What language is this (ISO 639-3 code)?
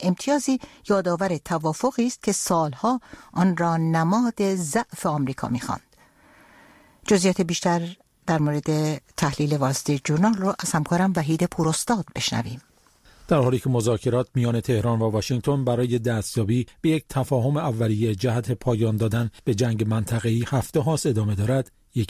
fas